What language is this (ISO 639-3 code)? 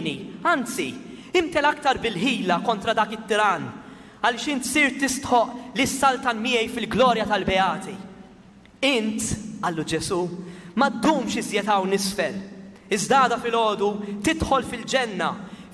mlt